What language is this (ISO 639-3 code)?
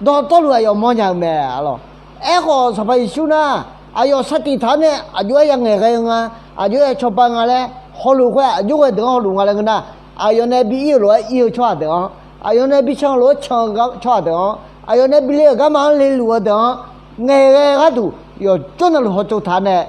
ahk